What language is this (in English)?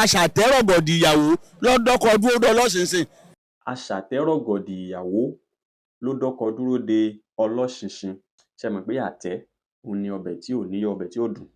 Yoruba